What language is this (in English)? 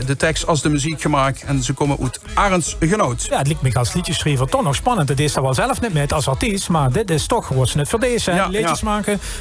Limburgish